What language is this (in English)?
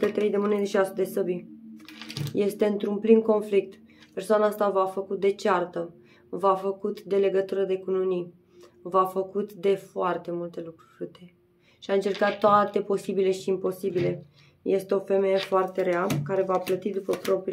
Romanian